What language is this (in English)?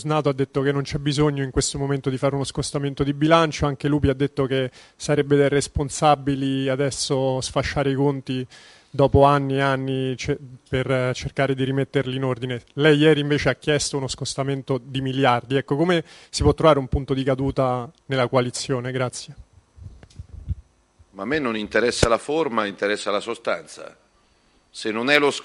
Italian